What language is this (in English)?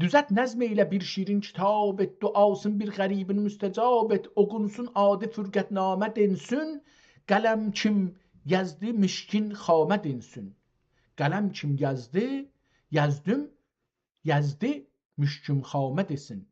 South Azerbaijani